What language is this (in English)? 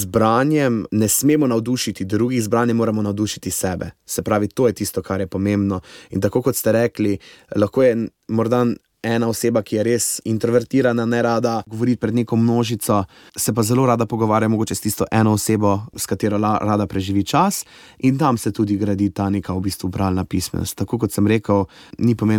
Slovenian